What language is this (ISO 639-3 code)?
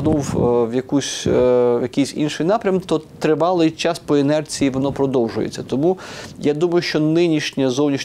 ukr